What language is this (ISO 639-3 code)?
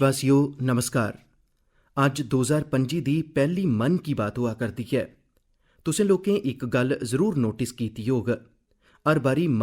doi